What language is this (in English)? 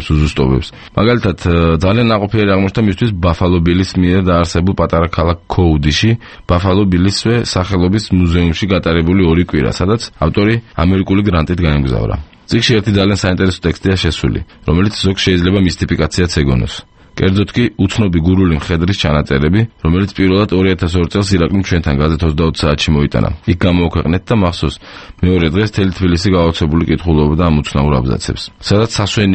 Georgian